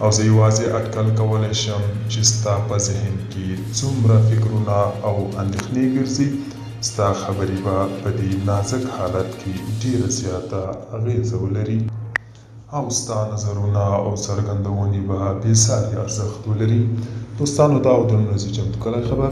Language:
Pashto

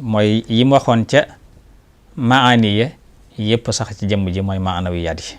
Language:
Wolof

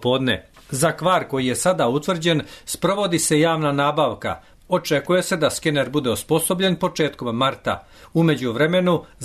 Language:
Serbian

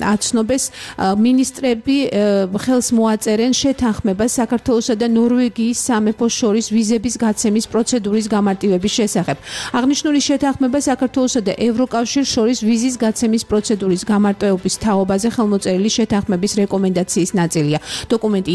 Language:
Georgian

